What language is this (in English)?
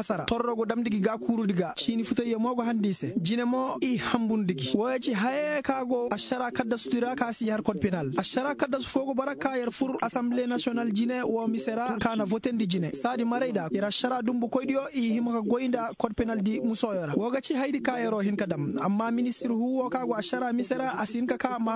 Koyraboro Senni